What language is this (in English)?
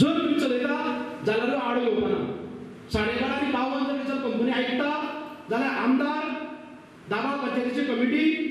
Konkani